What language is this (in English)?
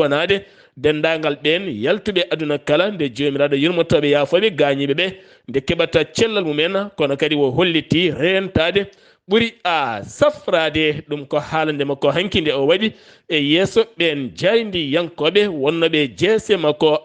Fula